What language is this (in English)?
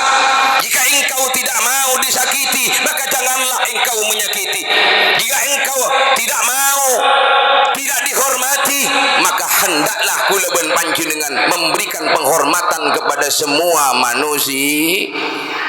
Madurese